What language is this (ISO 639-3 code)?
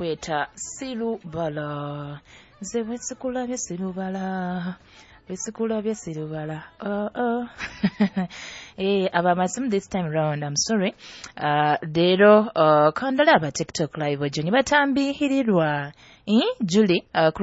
nyo